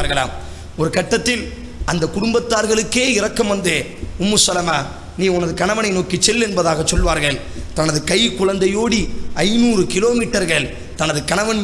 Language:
Tamil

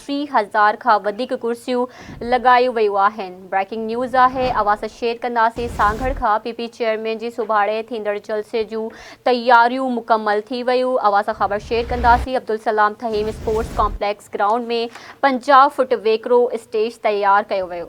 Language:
Sindhi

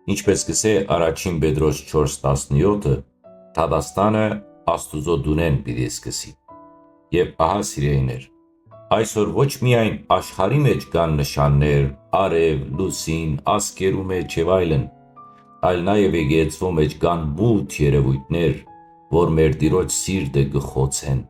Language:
Western Armenian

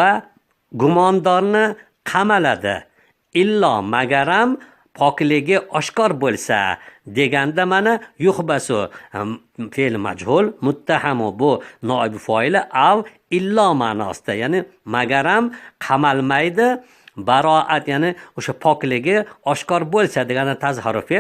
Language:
Uzbek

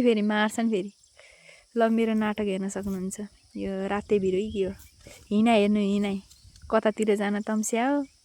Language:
Nepali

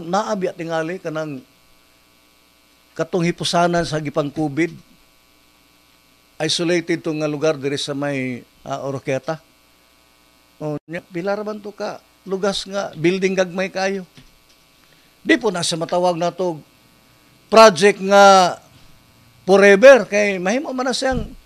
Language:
Cebuano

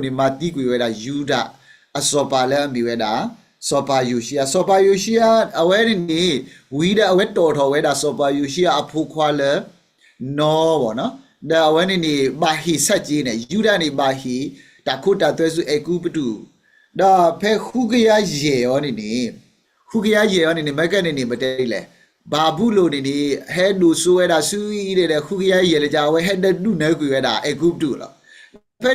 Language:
S'gaw Karen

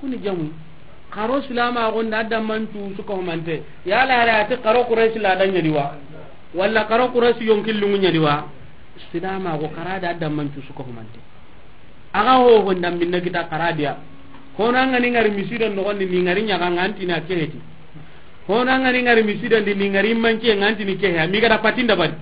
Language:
Soninke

